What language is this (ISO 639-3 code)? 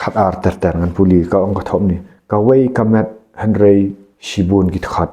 kha